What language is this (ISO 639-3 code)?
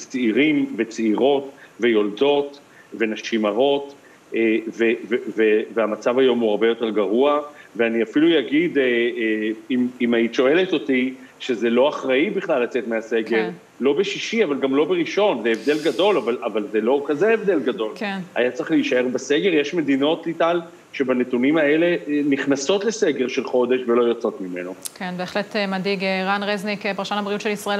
heb